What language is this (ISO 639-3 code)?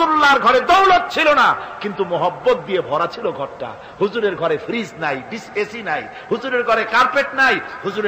ben